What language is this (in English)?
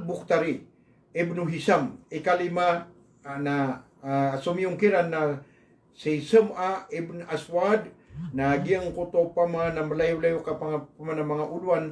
Maranao